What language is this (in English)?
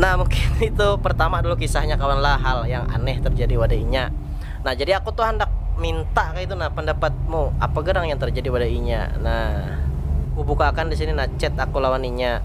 Banjar